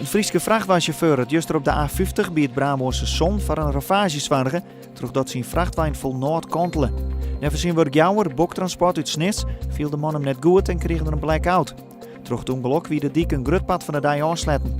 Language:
Western Frisian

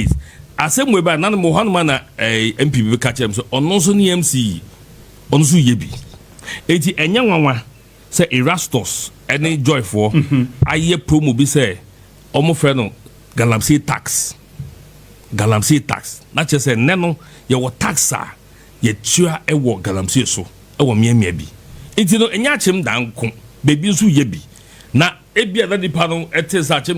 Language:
Akan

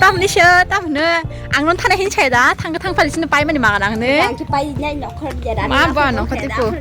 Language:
Kok Borok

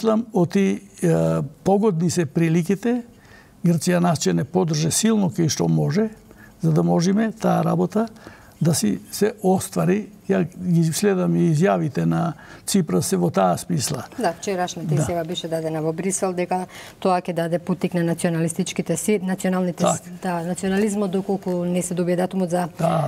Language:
Macedonian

